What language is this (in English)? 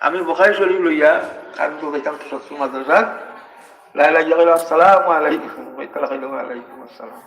Sylheti